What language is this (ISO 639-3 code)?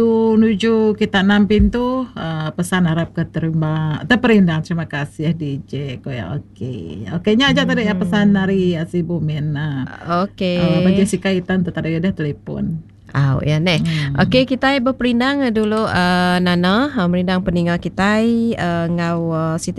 iba